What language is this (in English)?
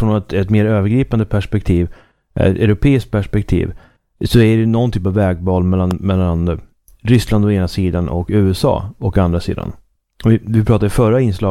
Swedish